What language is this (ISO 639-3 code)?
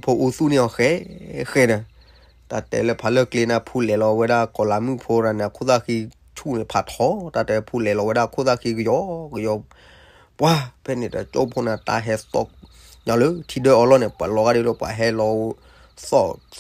ksw